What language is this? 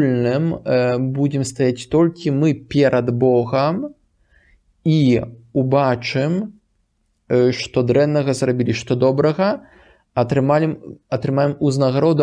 Belarusian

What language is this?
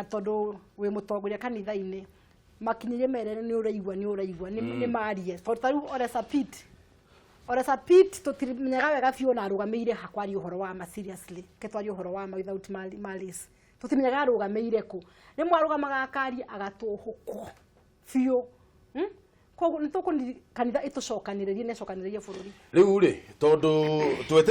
Kikuyu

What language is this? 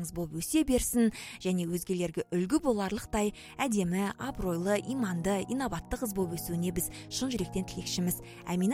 Kazakh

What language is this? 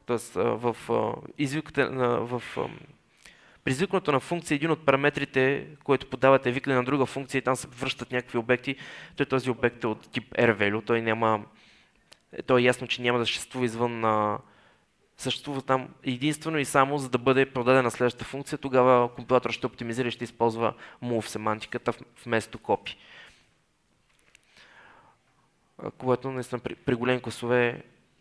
Bulgarian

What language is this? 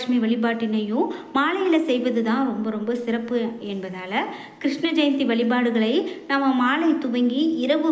Tamil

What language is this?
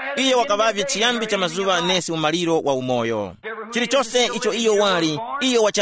Tumbuka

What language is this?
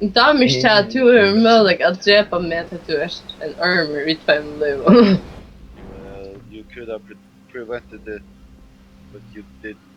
Faroese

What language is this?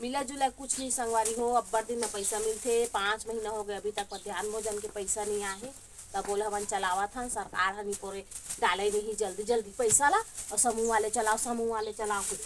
Chhattisgarhi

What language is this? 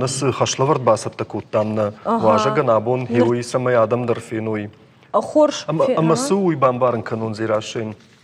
Ossetic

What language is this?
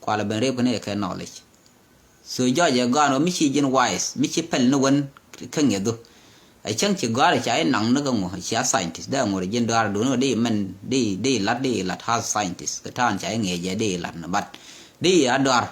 Nuer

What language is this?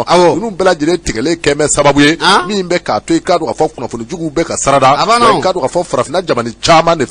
Bambara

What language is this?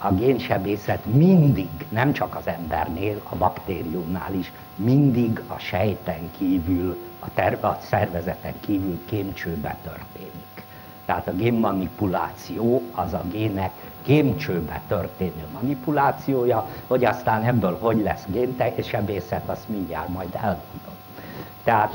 Hungarian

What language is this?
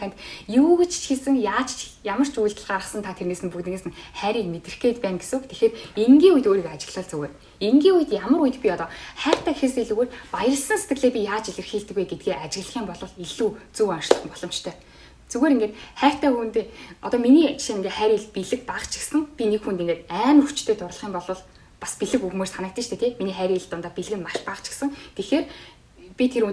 Mongolian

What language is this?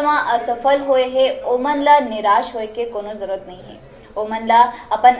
Chhattisgarhi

